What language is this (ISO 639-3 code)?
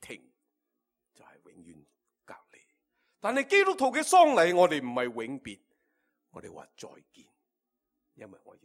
yue